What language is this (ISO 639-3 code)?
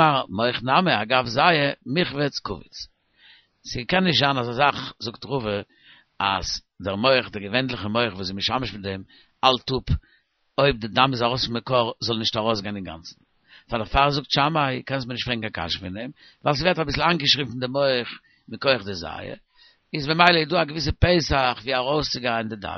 yid